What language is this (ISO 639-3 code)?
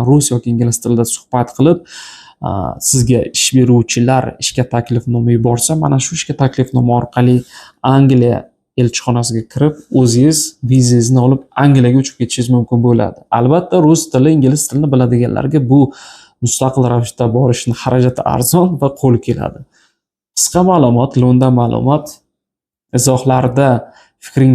uzb